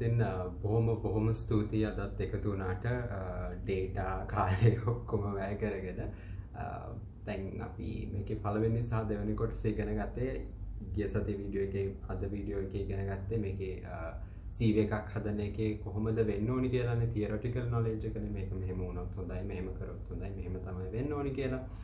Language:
Sinhala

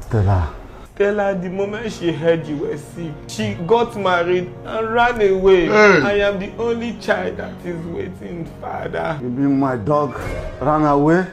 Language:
Nigerian Pidgin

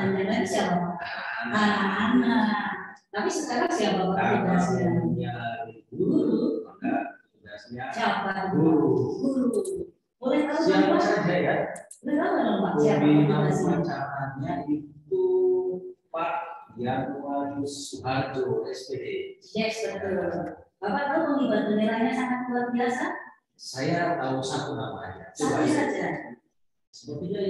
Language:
Indonesian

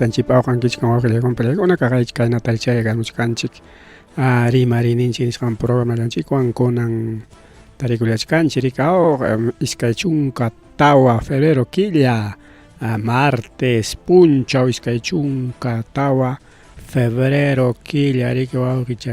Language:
Ayacucho Quechua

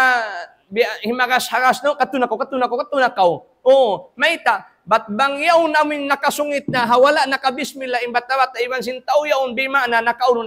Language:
Tausug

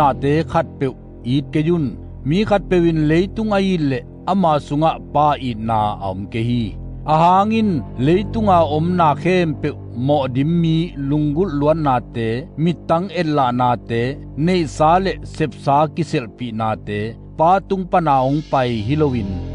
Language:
Tedim Chin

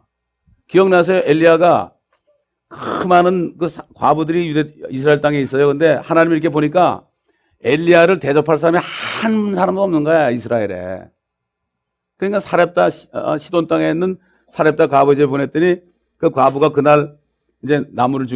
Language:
Korean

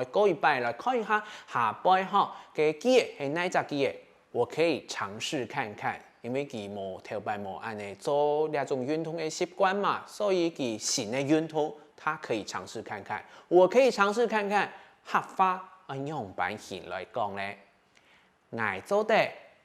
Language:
Hakka Chinese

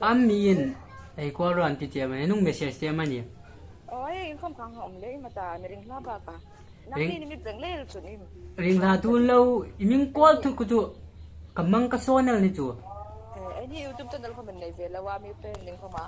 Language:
Hmar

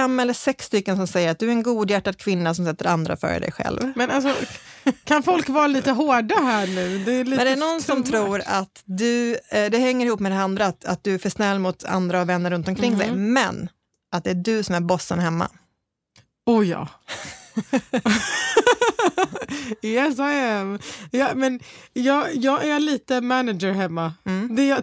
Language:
Swedish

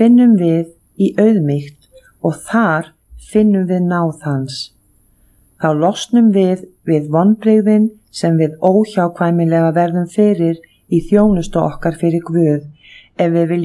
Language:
Icelandic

